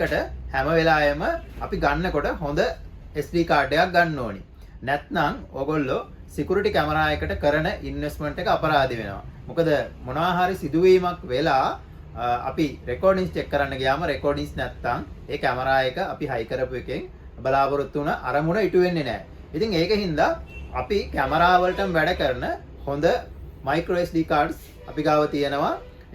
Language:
Sinhala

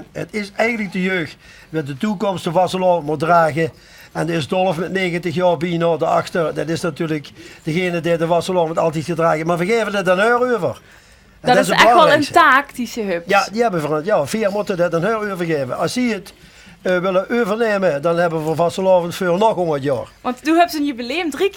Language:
Limburgish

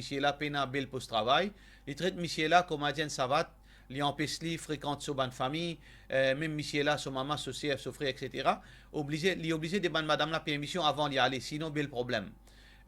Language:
Morisyen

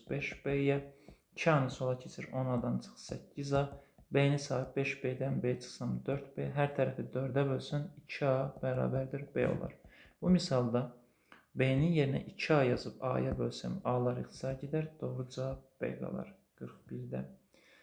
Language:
Azerbaijani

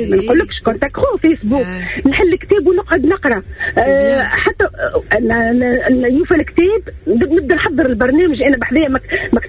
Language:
Tunisian Arabic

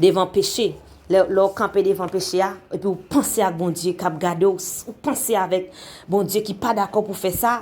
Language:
Haitian Creole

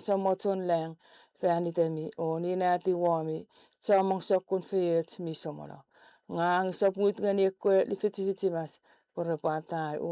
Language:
Chuukese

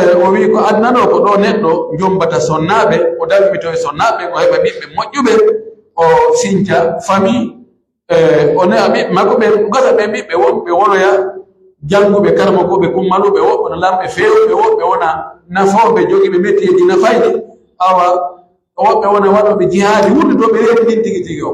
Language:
Pular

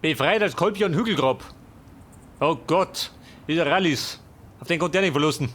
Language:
Bavarian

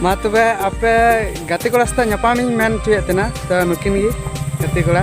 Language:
Santali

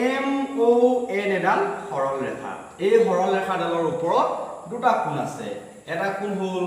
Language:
Assamese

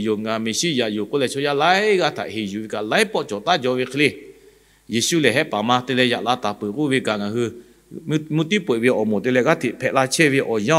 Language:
Lahu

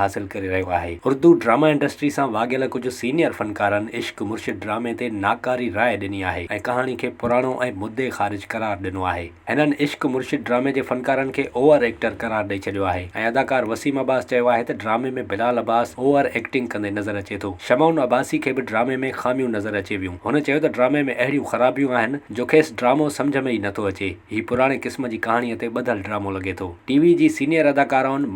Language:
Sindhi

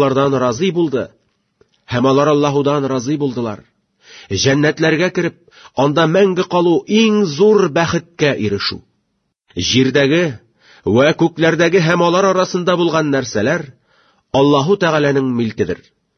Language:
Tatar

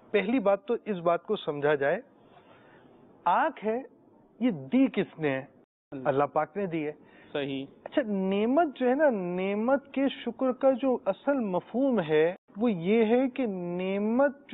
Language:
Urdu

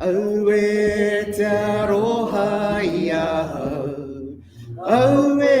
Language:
Māori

